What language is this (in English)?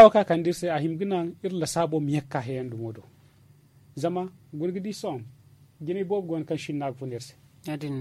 Zarma